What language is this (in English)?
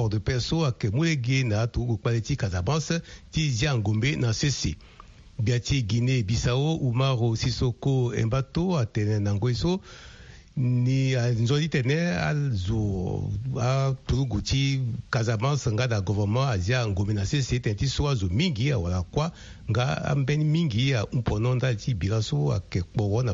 Sango